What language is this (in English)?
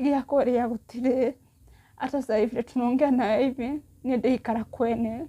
Kikuyu